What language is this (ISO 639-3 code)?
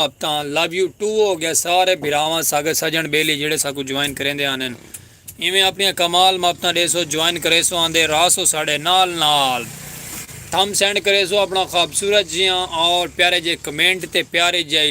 skr